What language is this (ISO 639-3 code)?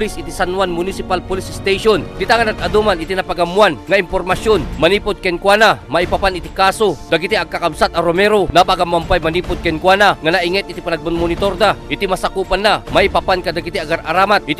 ilo